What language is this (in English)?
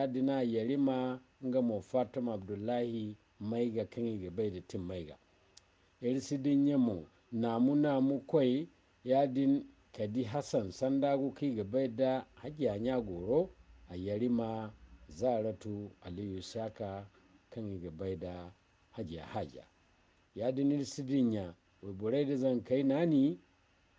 Zarma